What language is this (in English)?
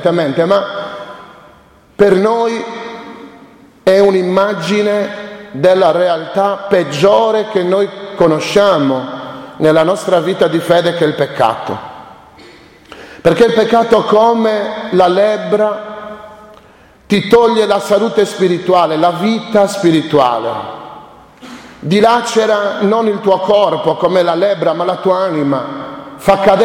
Italian